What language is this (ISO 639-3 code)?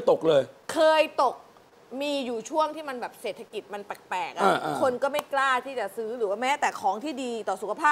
tha